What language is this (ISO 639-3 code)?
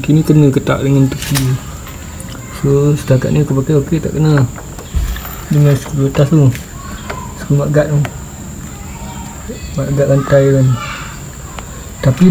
msa